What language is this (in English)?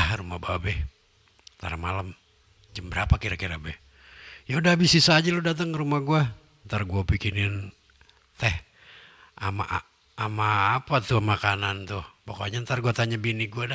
Betawi